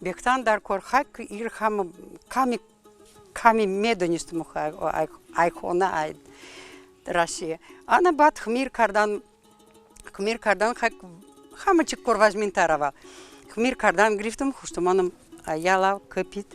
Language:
Tajik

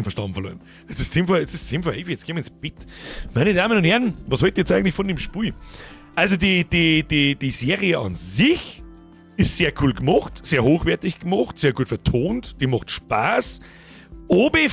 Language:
Bavarian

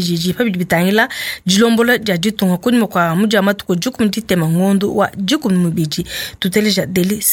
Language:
Luba-Lulua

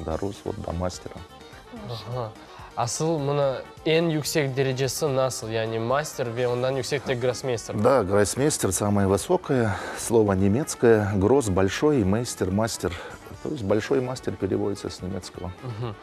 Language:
Crimean Tatar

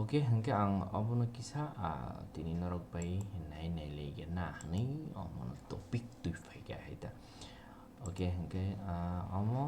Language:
Kok Borok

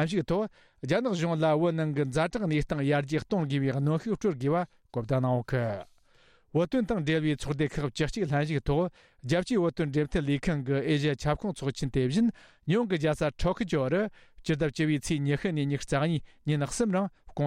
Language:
Tibetan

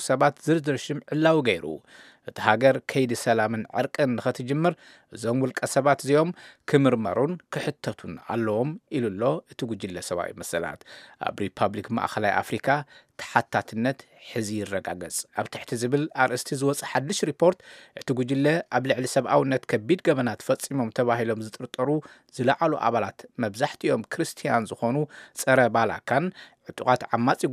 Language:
Tigrinya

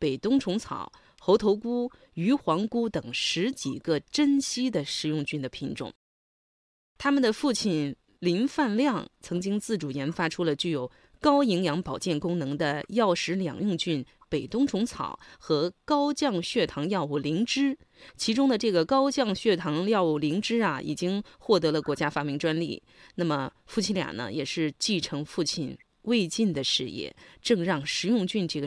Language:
Chinese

